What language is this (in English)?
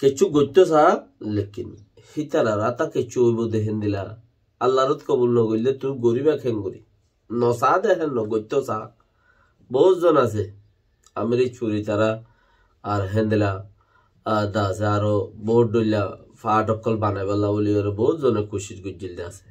Rohingya